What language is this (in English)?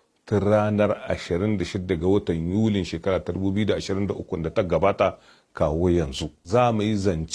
Hausa